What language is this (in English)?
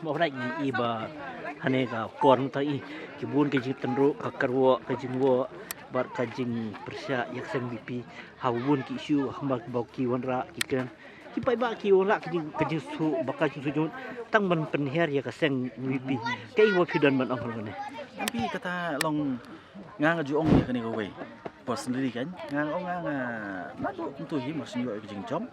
Khasi